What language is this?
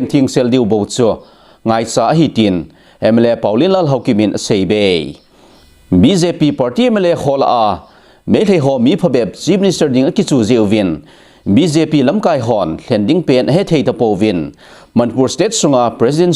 Thado Chin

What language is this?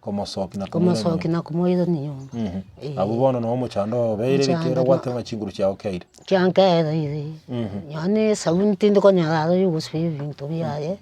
Gusii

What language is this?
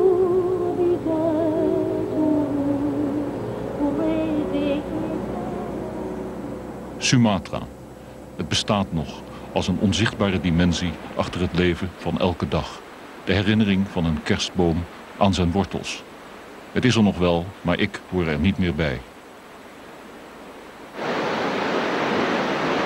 Dutch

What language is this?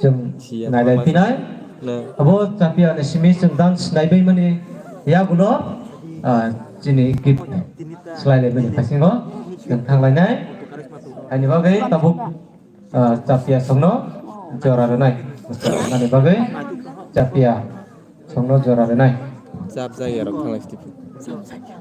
Kok Borok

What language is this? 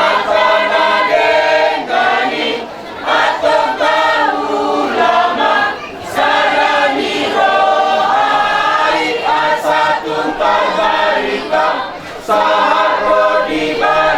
Batak Toba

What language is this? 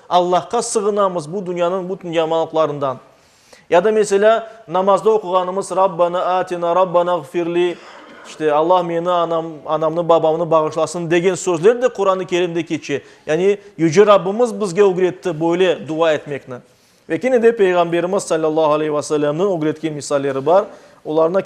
Crimean Tatar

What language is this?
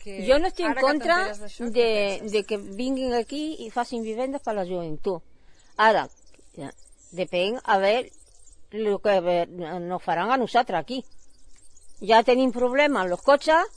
Catalan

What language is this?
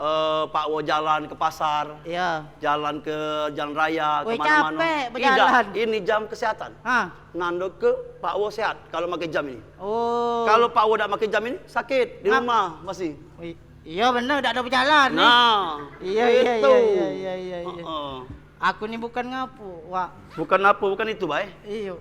Musi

